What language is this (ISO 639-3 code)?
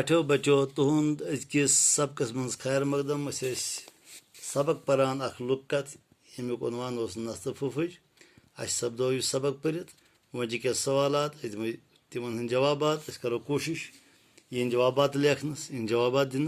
kas